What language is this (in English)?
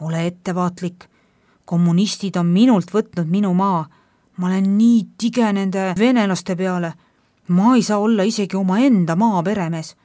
Estonian